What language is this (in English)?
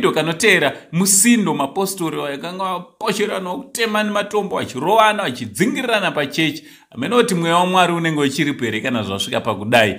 Shona